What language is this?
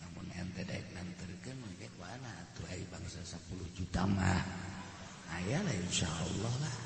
Sundanese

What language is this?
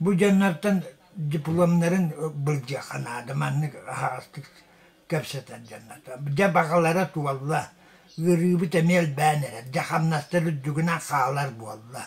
Yakut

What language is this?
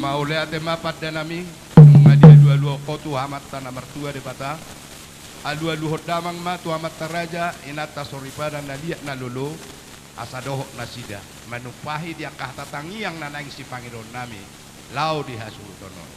Batak Toba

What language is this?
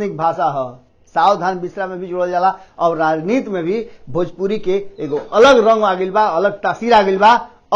Bhojpuri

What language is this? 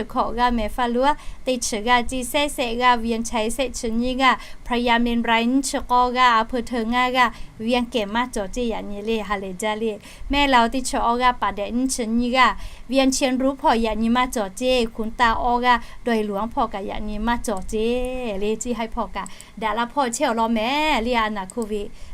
Lahu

